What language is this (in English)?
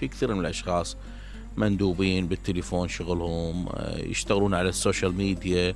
Mesopotamian Arabic